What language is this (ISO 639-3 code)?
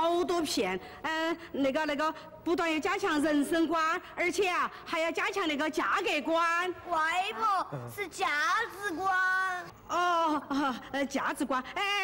zho